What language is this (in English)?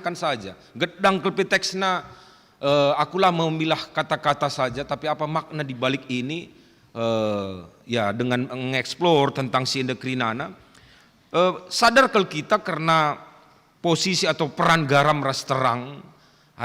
Batak Karo